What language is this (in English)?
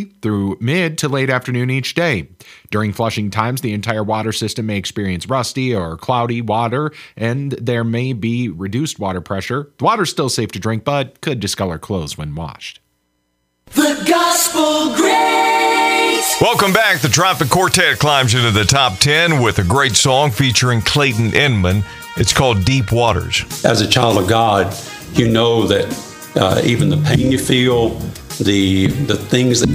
English